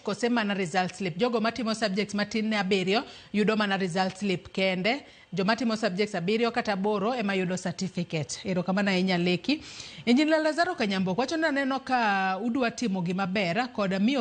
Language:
Luo (Kenya and Tanzania)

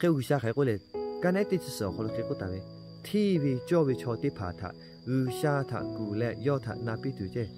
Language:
Lahu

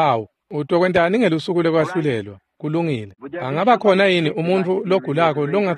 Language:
Swati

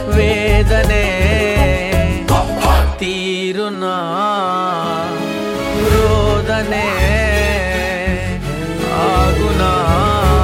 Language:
Telugu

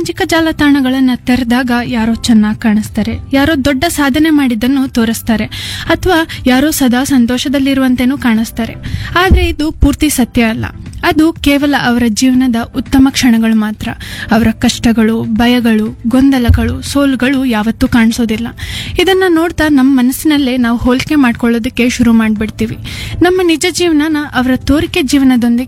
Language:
Kannada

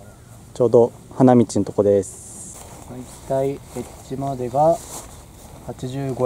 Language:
Japanese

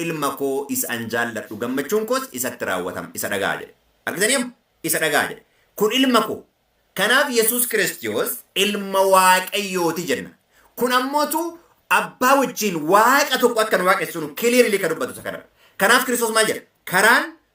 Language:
Oromo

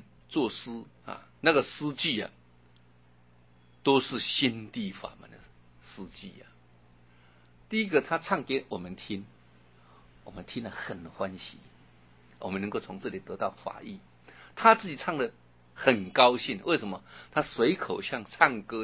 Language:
Chinese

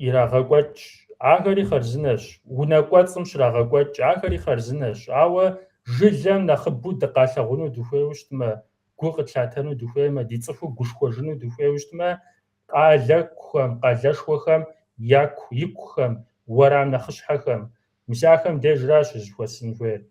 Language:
Kabardian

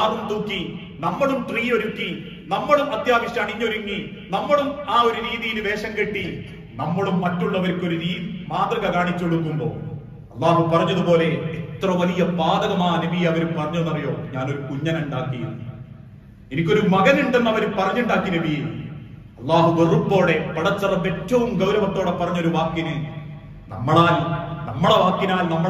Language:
Malayalam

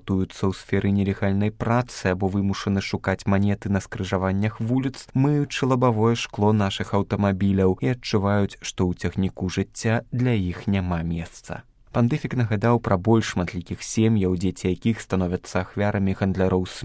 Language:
Belarusian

